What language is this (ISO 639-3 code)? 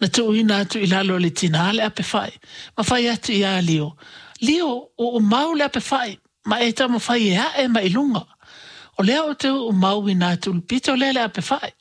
smo